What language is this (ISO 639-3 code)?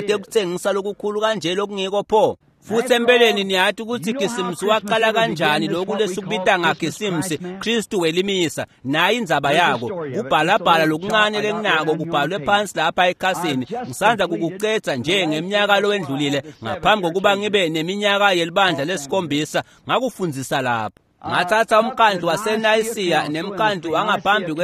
ssw